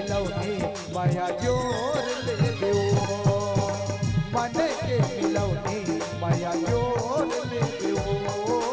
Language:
Chhattisgarhi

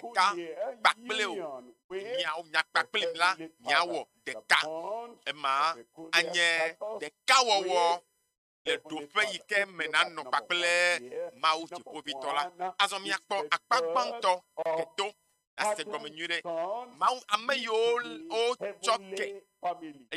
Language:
Ewe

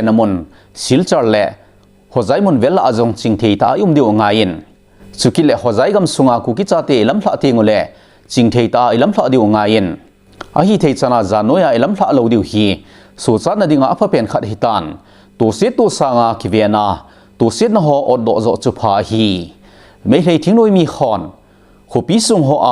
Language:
Thado Chin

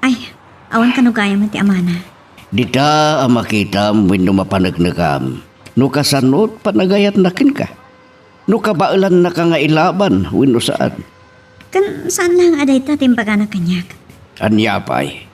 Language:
Iloko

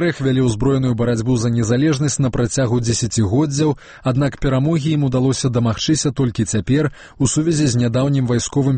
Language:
Belarusian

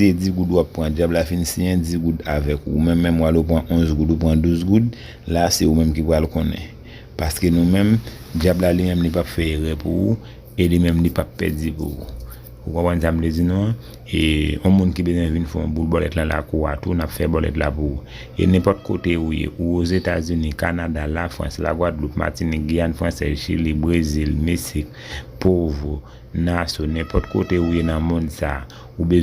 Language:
Haitian Creole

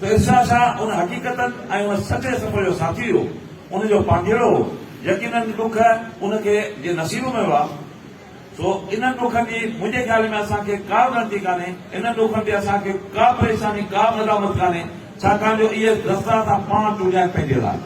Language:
Sindhi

